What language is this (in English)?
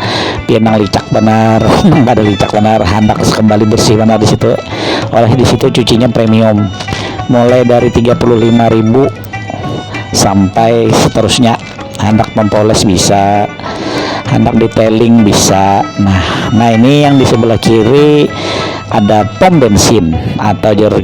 Banjar